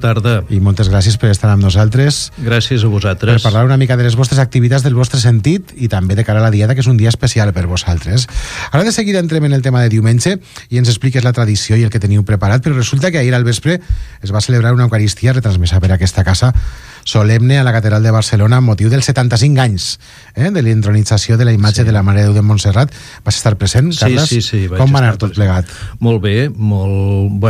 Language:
Catalan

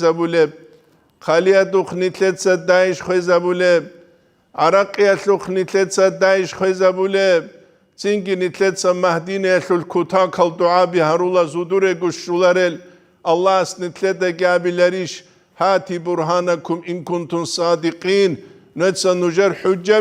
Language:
Avaric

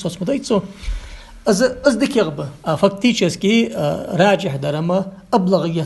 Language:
Ingush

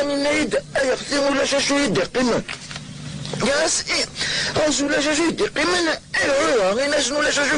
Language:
Kabyle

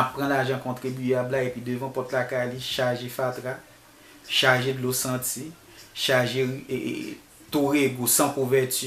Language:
Haitian Creole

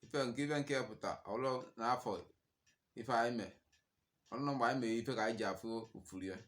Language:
Igbo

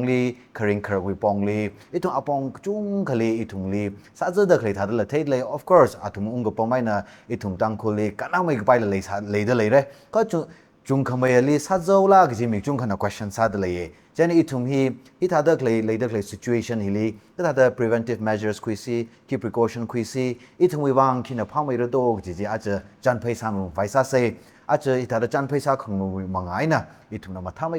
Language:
Tangkhul Naga (India)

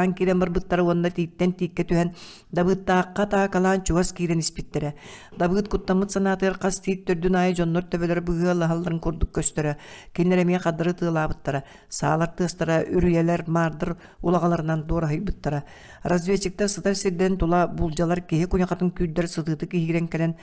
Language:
Yakut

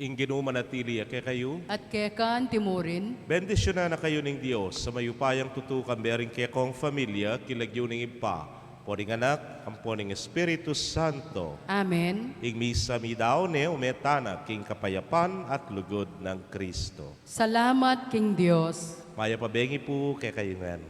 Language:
Pampanga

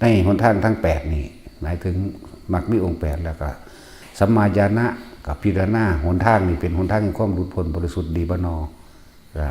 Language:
Northeastern Thai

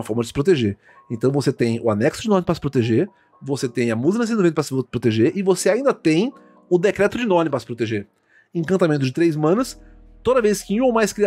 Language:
Portuguese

